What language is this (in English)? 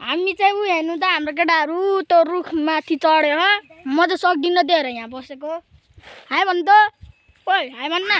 Nepali